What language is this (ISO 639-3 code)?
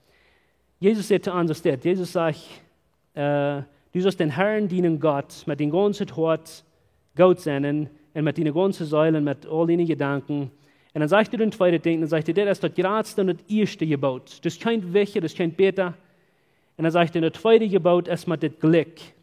pdt